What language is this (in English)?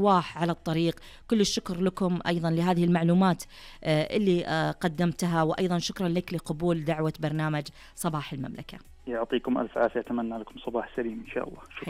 Najdi Arabic